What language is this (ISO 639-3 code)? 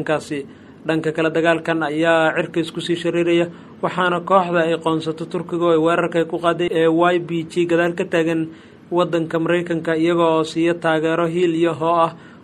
som